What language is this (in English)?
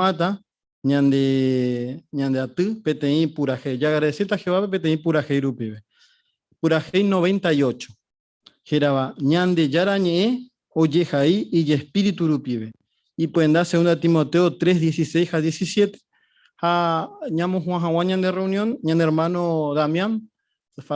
Guarani